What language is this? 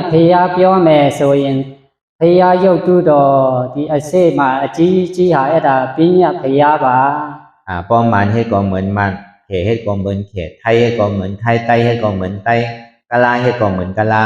Shan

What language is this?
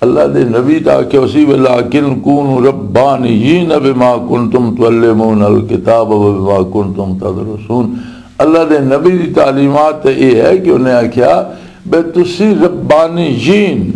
Western Panjabi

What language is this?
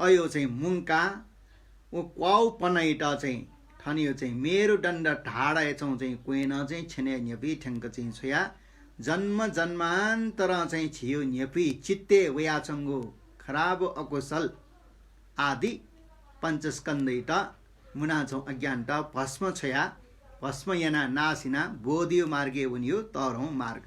Newari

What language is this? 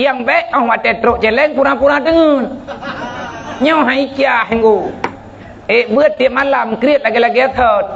Achinese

